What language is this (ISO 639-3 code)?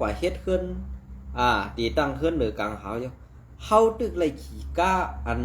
shn